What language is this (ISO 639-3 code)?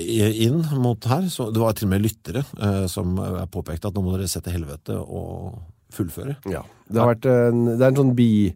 nor